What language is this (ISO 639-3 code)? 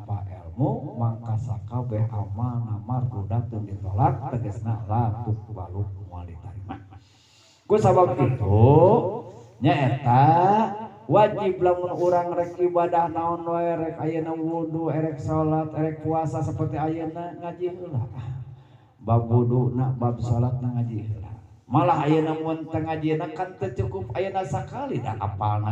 sun